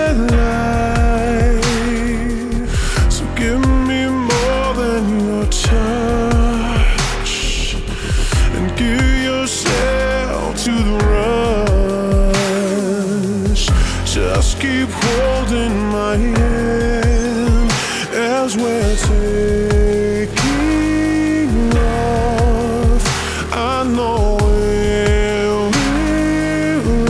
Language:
English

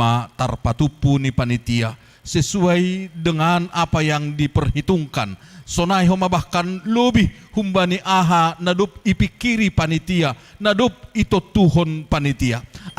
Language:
Batak Simalungun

